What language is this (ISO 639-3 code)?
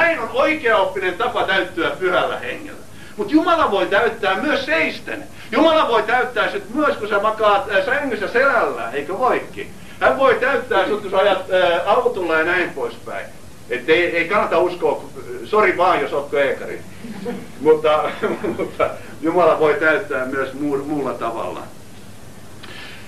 fin